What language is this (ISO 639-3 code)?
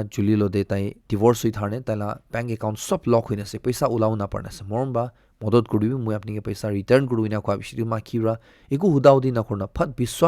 nag